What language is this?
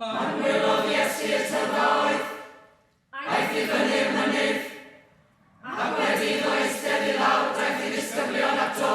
Welsh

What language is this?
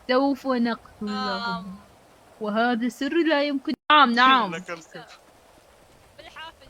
Mesopotamian Arabic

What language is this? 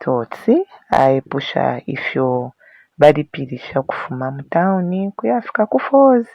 Bemba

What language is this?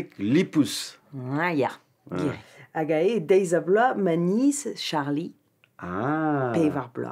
Breton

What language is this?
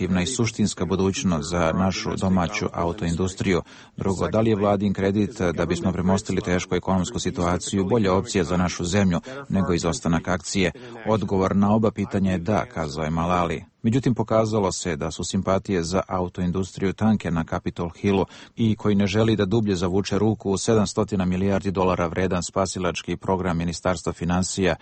Croatian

